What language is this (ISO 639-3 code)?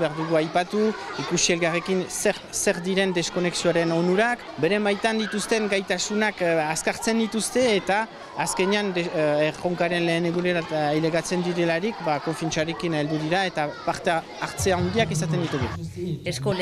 eus